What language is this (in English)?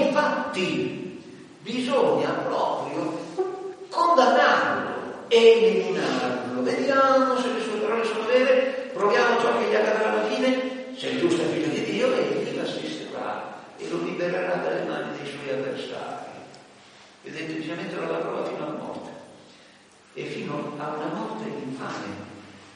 Italian